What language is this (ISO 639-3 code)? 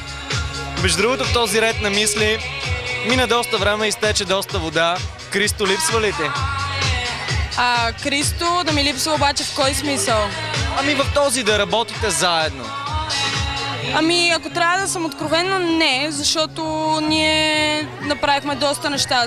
bul